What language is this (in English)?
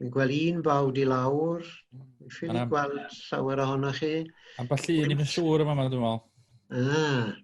Welsh